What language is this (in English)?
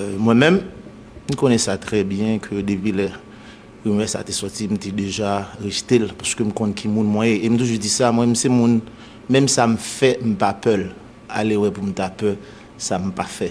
Haitian Creole